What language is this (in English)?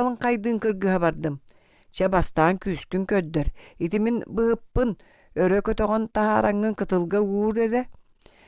Yakut